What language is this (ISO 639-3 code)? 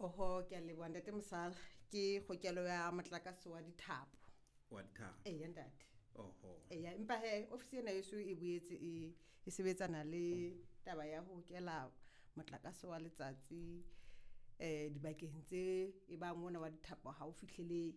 sot